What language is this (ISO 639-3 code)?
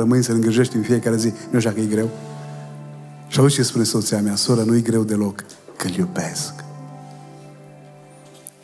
ron